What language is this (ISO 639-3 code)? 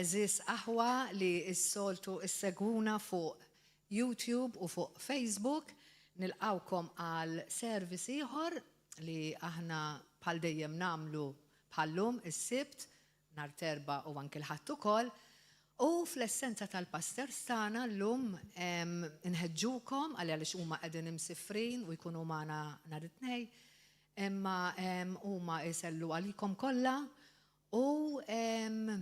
mlt